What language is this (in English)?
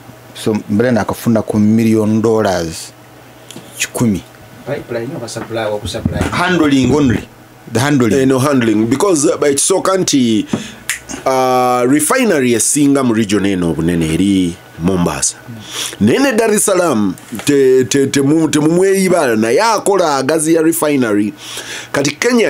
Ganda